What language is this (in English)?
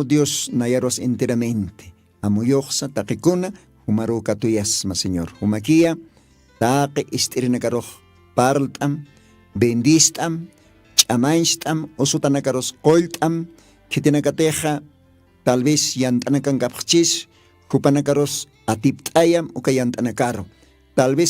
Aymara